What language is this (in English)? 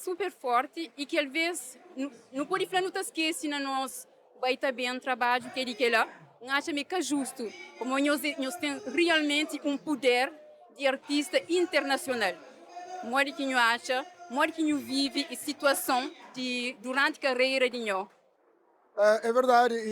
Kabuverdianu